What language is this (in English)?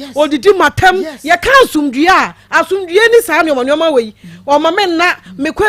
Akan